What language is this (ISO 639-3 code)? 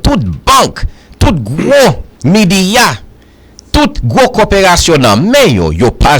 hat